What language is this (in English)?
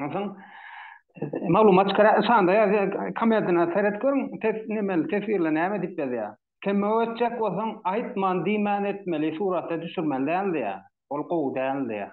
Turkmen